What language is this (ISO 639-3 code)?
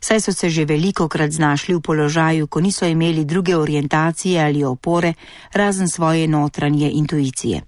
slv